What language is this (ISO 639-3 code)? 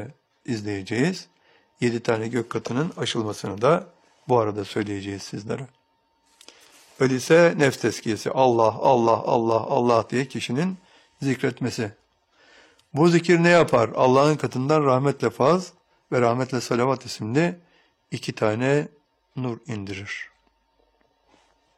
tur